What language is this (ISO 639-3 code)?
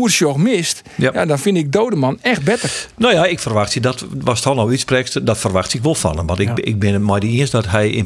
fry